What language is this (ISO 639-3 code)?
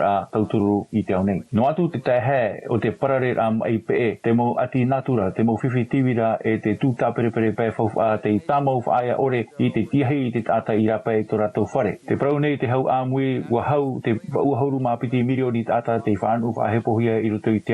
tah